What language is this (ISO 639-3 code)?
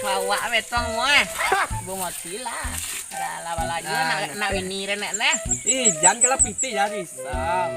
min